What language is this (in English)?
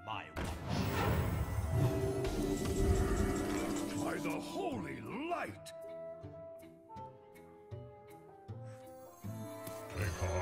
English